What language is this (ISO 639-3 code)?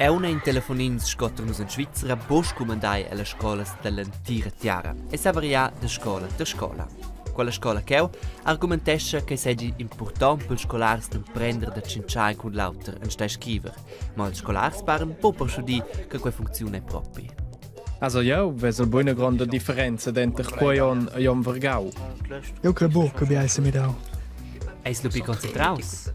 roh